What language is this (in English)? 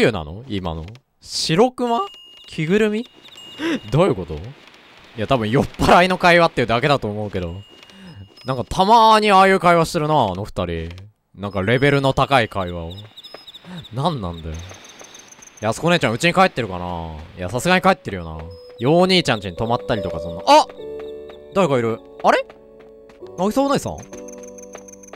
Japanese